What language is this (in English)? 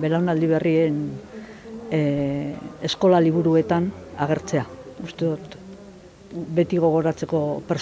Basque